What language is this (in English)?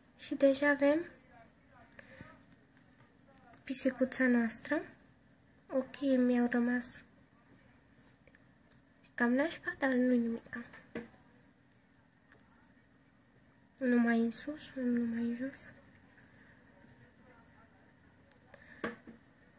Romanian